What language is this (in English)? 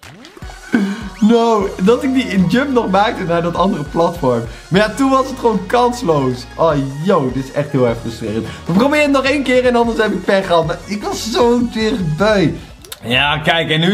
Dutch